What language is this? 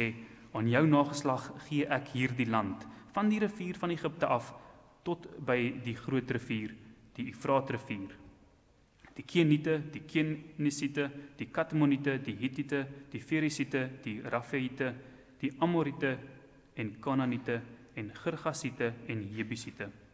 Afrikaans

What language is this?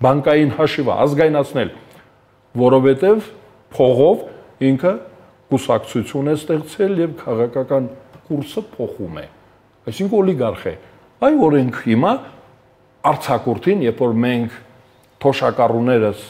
Armenian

